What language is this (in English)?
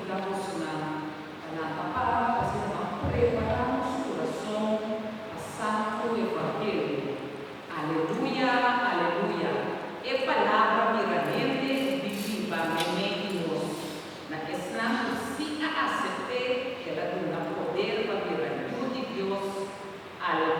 Papiamento